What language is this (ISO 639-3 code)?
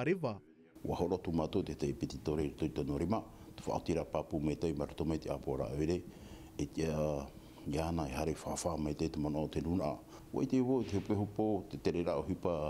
tah